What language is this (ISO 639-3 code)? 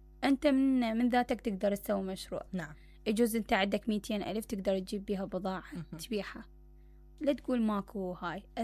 acm